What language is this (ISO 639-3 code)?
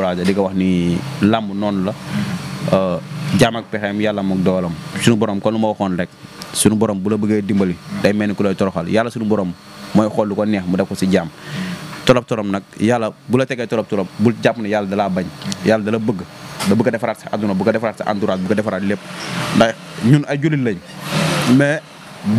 wol